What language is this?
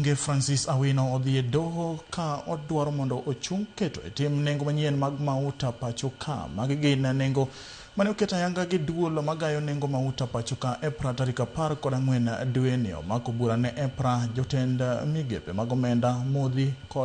Luo (Kenya and Tanzania)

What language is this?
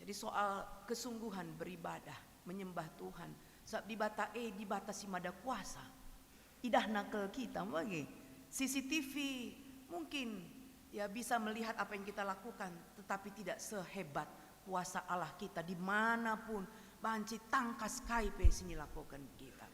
Batak Karo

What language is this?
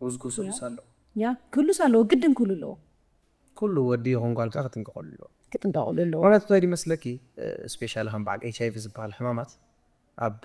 Tigrinya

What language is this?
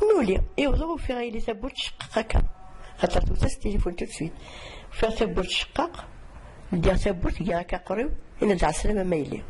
Kabyle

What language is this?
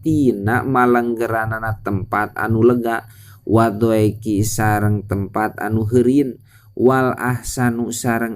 Sundanese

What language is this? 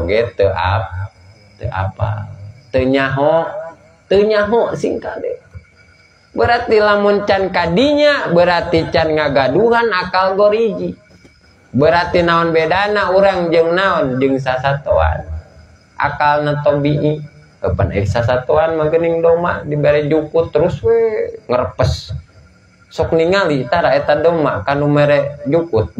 Sundanese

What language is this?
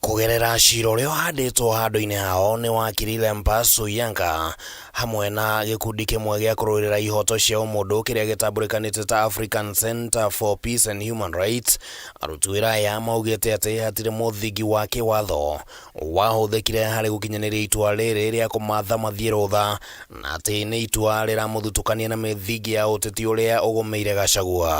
Kikuyu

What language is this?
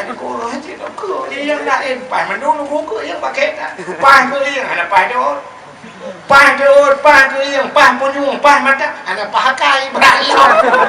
Achinese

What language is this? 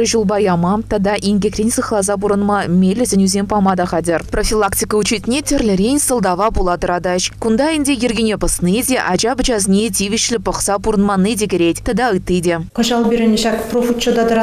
Chuvash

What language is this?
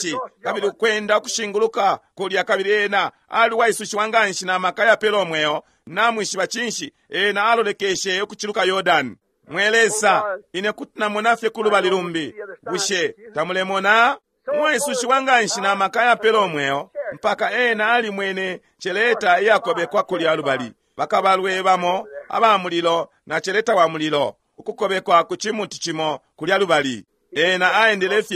Bemba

